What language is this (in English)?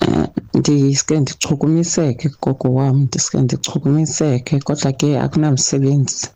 Xhosa